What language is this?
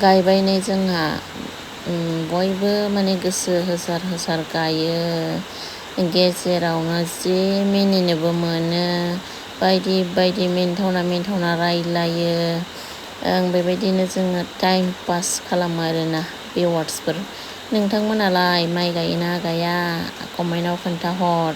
Bodo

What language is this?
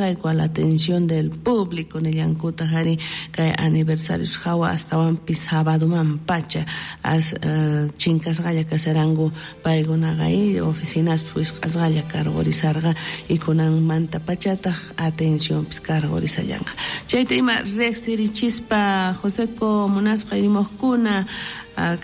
South Bolivian Quechua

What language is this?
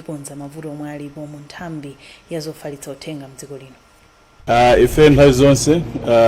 Nyanja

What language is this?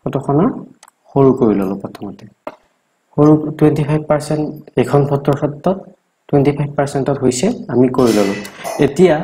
Assamese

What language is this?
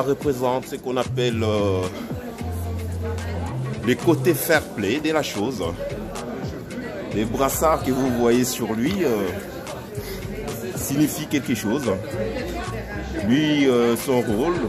French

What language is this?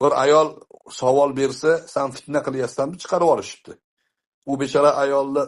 Uzbek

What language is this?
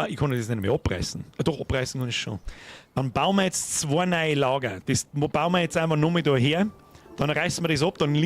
Bavarian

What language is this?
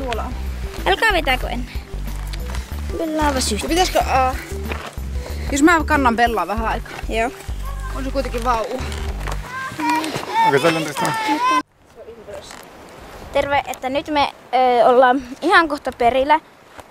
Finnish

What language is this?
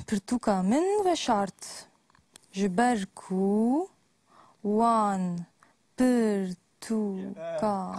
Kurdish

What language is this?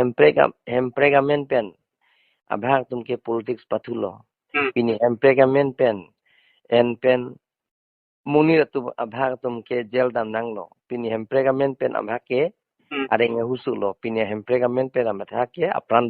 Karbi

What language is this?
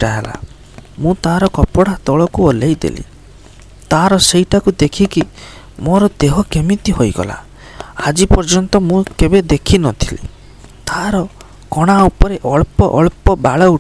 Odia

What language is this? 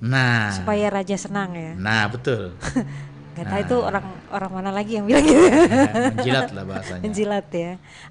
Banjar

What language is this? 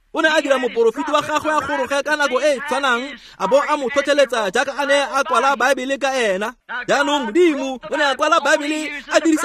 Tswana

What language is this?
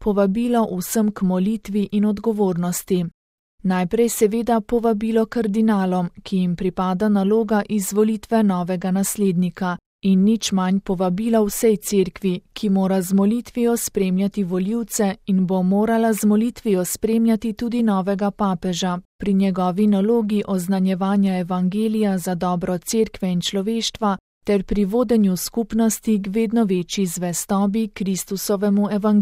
Slovenian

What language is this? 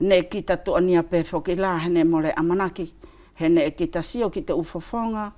Wallisian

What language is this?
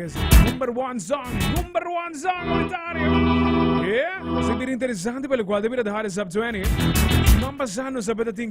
Papiamento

